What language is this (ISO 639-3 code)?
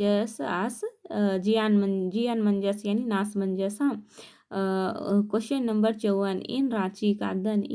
kru